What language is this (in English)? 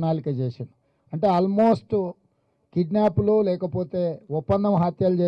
Telugu